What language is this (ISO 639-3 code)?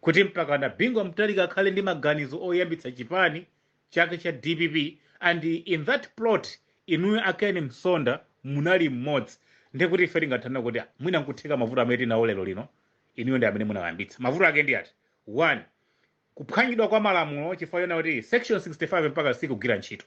nya